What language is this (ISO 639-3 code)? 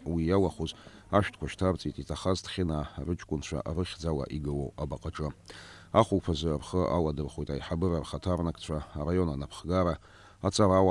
abk